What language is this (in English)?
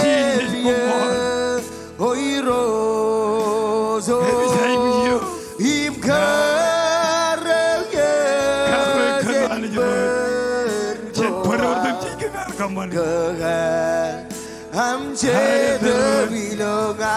Marshallese